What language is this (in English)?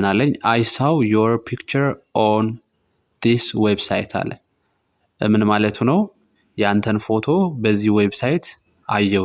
Amharic